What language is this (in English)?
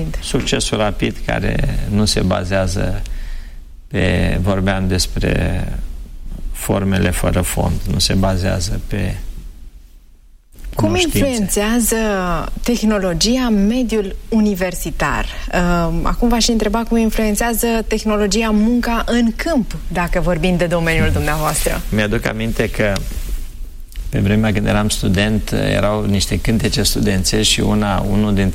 Romanian